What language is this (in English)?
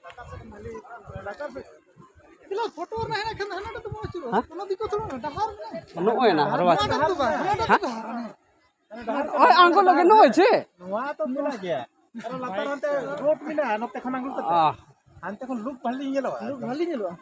Santali